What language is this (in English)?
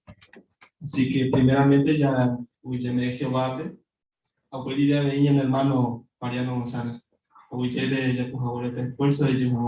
Guarani